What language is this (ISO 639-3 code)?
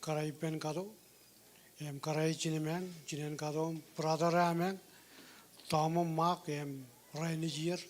mah